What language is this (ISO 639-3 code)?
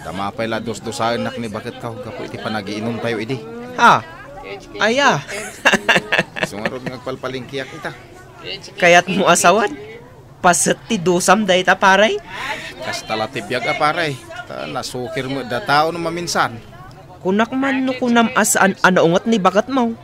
ilo